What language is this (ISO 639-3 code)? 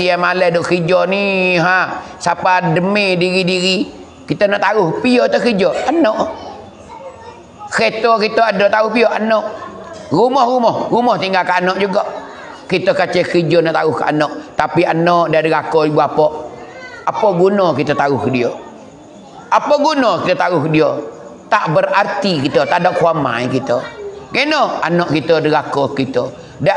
mfa